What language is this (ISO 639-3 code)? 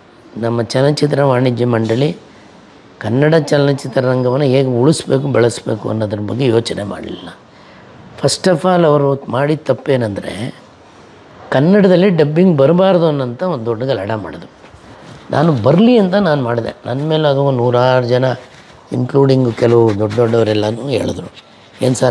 kan